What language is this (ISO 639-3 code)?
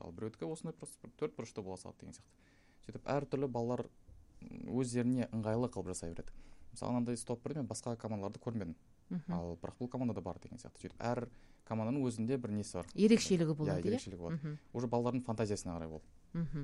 kaz